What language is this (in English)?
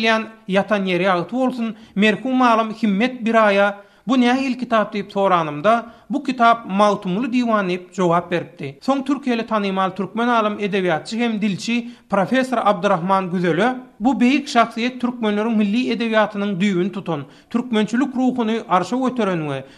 Turkmen